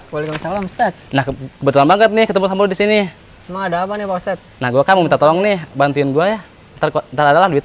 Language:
Betawi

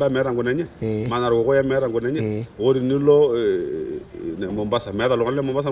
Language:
Masai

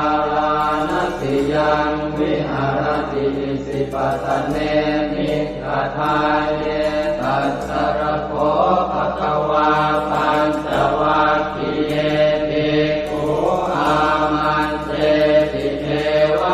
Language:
Pali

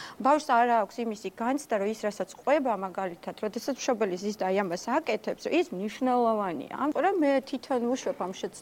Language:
Georgian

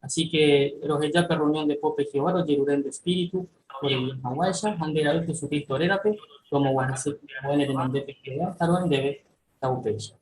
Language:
Guarani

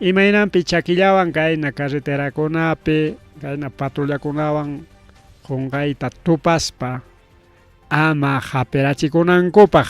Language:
Ayacucho Quechua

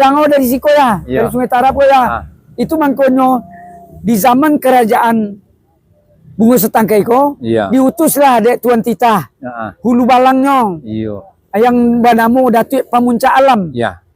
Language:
Minangkabau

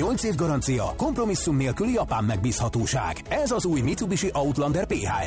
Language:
Hungarian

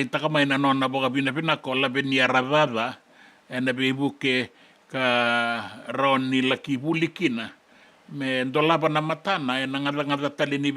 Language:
Fijian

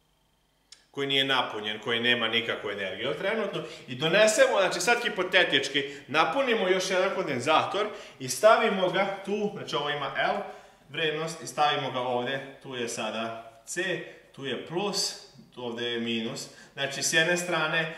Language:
Serbian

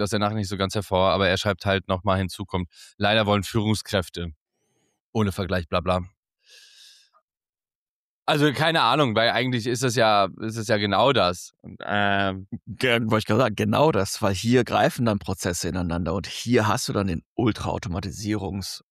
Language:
German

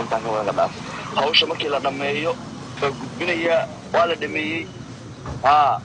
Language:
Somali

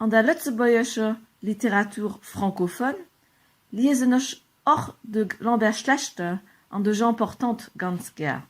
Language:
Luxembourgish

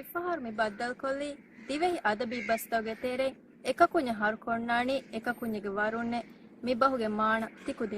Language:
Divehi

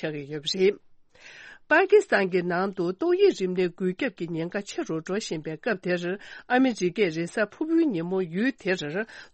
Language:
Tibetan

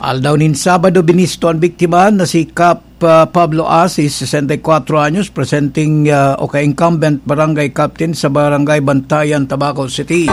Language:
Bikol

